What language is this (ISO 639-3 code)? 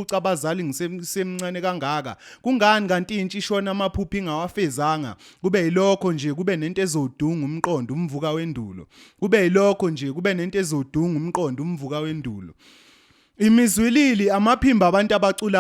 zul